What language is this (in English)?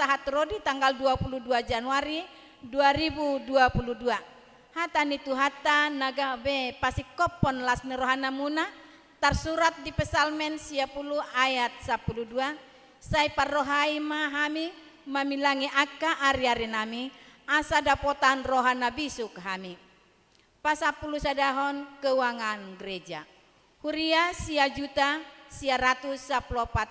Batak Toba